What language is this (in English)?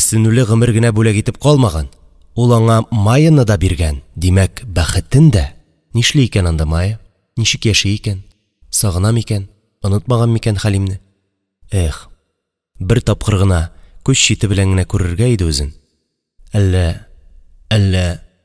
Tatar